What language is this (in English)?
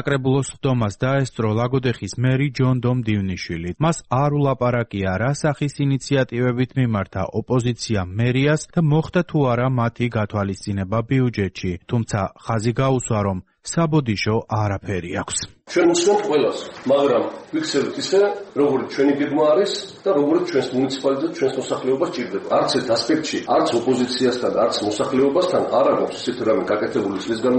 Georgian